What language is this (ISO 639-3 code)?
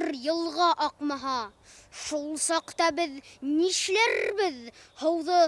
bak